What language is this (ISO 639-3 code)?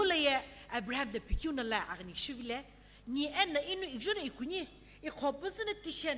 nsm